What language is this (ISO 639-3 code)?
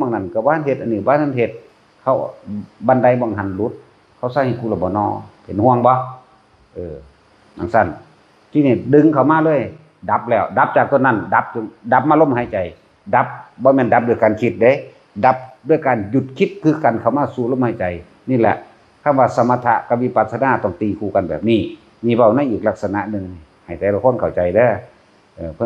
tts